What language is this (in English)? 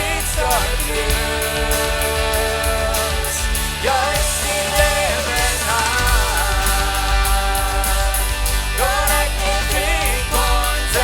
Plautdietsch